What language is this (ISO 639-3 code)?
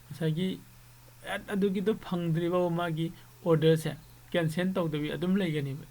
mni